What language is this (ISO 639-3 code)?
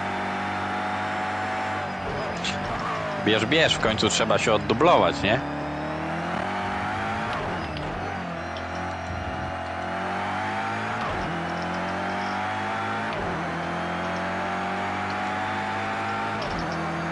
pol